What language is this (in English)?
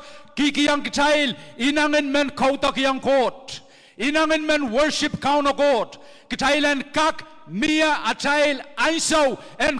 Pohnpeian